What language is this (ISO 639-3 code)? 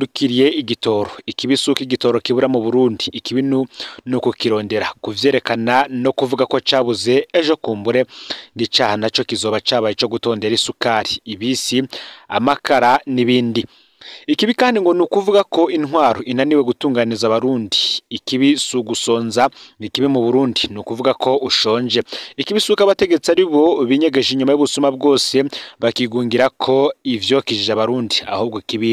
run